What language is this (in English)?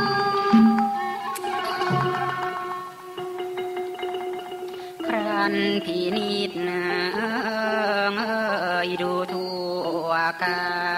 Thai